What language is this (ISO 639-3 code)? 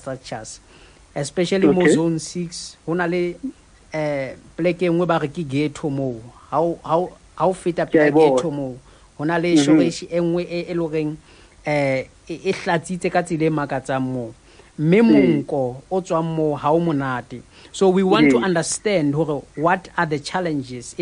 sot